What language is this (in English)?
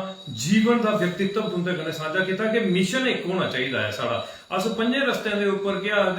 Dogri